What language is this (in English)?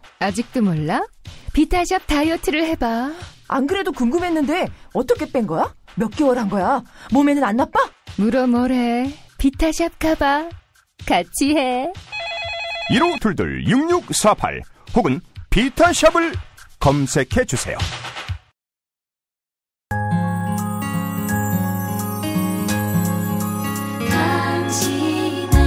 Korean